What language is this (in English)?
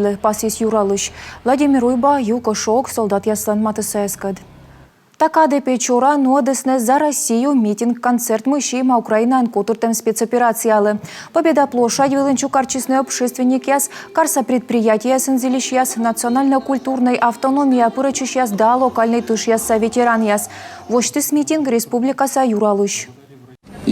Komi